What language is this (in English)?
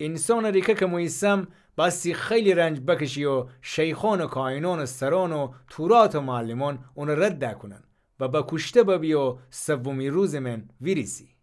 Gilaki